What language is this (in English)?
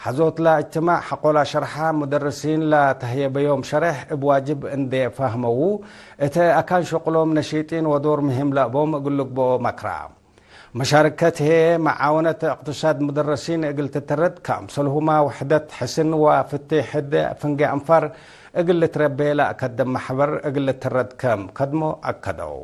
Tigre